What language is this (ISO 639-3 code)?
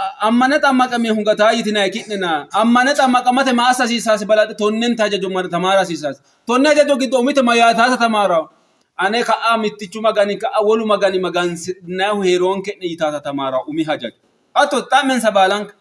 sid